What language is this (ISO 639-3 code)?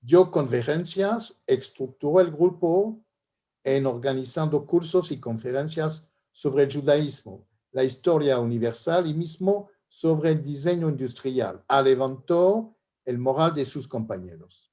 lad